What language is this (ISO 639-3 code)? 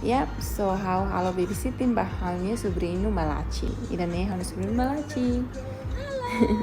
tet